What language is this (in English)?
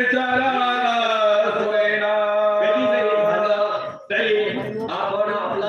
Marathi